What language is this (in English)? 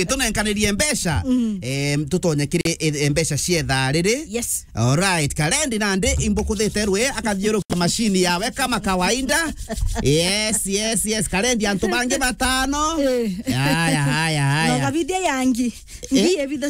Meru